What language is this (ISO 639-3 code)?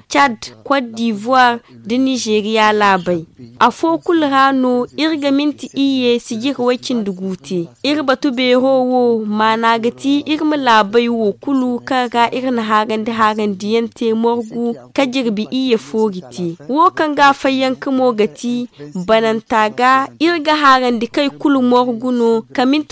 dje